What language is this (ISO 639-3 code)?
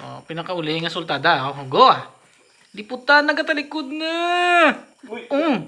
hil